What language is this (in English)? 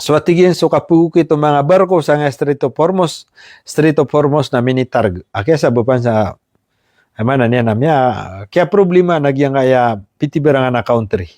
Maranao